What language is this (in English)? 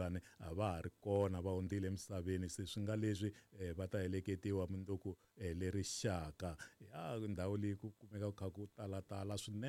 Tsonga